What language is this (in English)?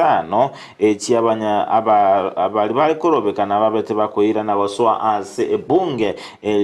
Gusii